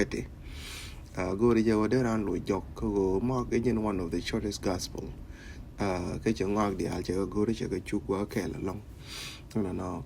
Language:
Nuer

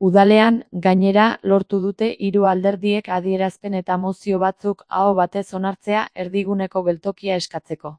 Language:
Basque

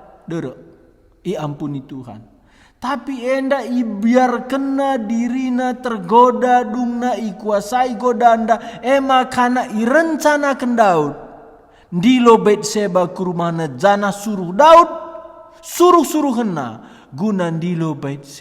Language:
Batak Karo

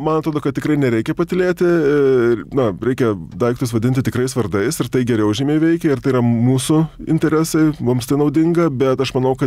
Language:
Lithuanian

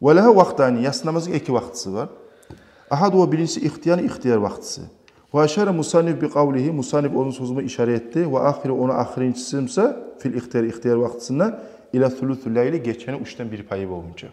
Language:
Kumyk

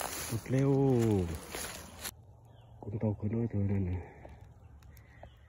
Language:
Vietnamese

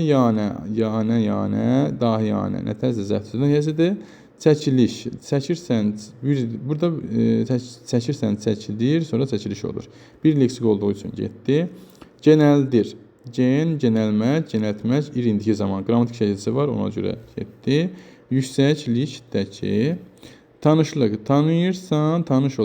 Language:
Azerbaijani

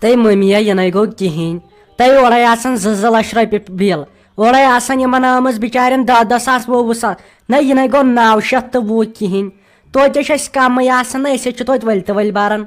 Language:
Kashmiri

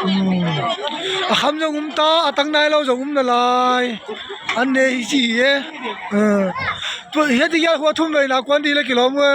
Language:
Tedim Chin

